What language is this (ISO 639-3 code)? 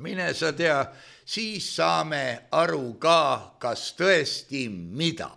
est